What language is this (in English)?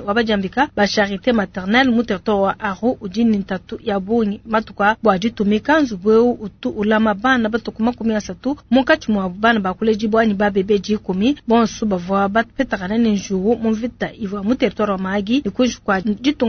Luba-Lulua